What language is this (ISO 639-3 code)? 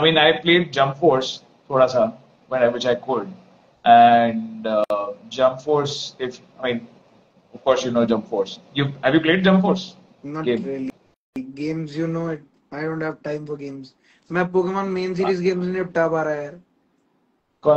eng